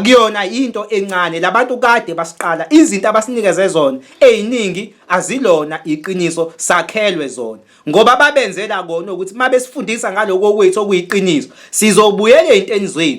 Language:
Zulu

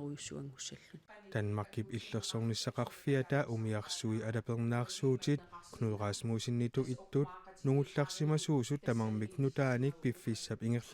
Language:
Kalaallisut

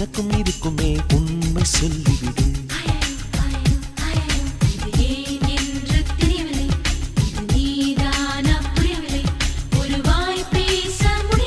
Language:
Tamil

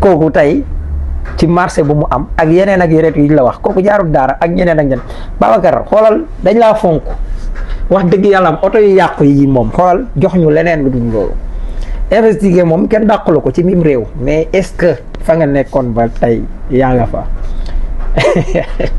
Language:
Wolof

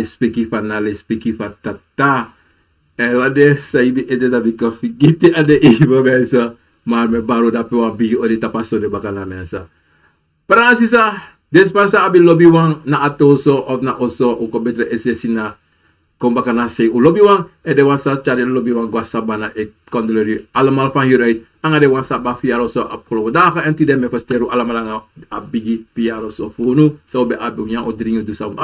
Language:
Sranan Tongo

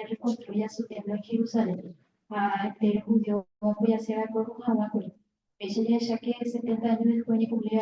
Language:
Guarani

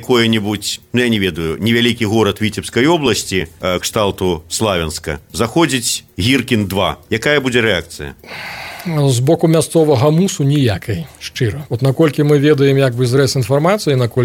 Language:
Belarusian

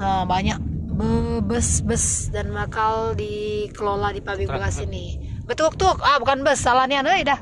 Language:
Musi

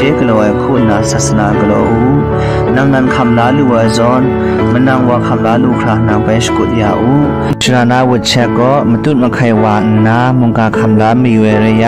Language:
Kachin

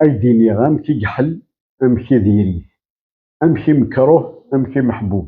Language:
Kabyle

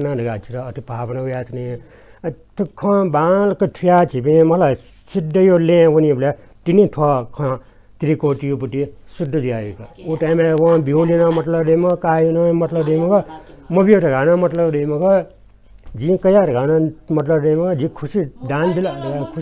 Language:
Newari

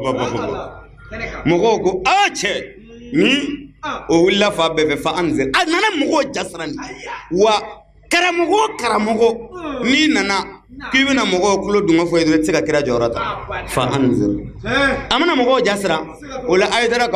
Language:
Bambara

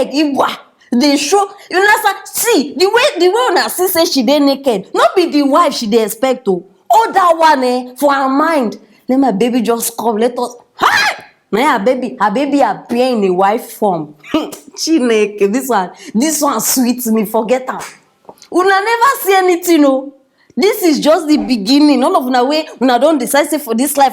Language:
Nigerian Pidgin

